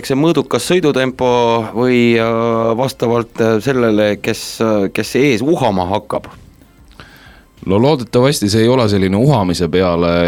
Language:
Estonian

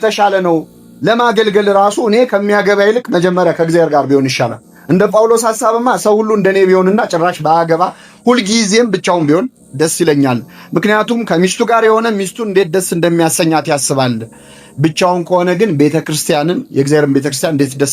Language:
Amharic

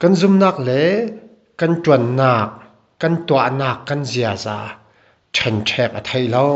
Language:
Falam Chin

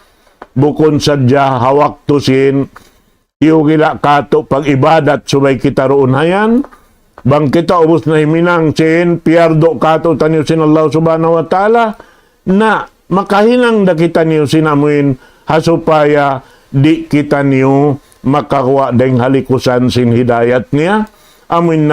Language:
Tausug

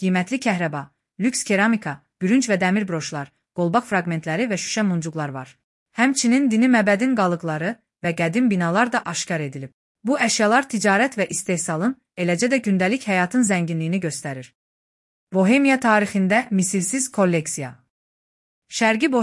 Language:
Azerbaijani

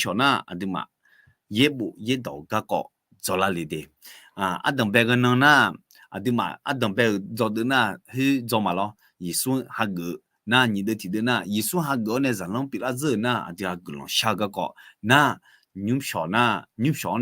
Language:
Akha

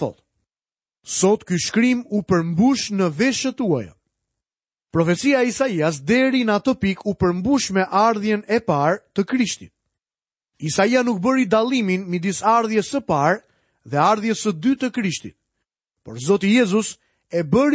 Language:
Albanian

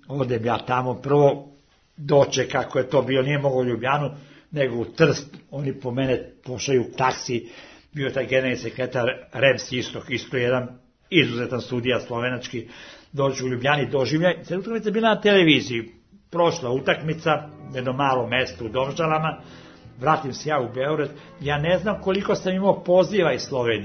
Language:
Serbian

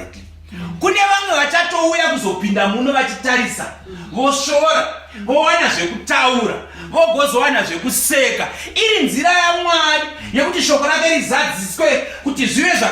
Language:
Shona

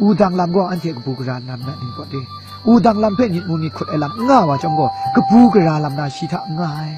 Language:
Kachin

